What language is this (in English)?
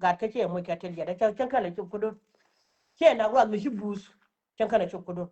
Nuer